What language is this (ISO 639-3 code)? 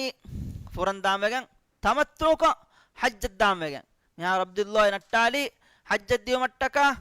div